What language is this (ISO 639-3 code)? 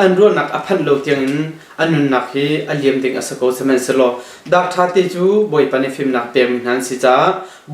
cnh